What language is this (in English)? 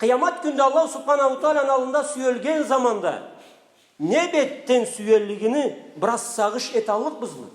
Karachay-Balkar